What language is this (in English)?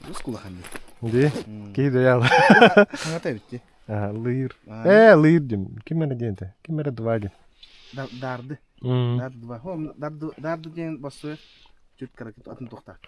Yakut